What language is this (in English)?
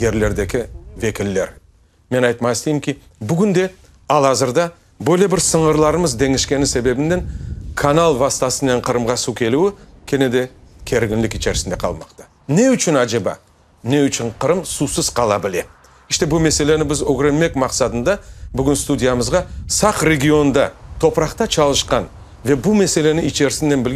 Crimean Tatar